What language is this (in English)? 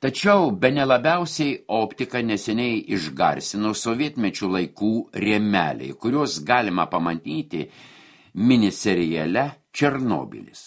Lithuanian